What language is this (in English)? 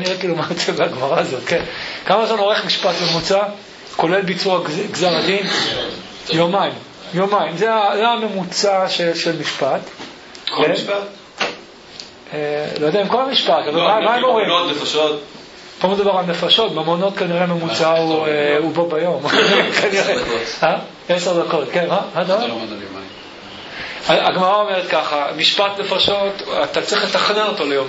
Hebrew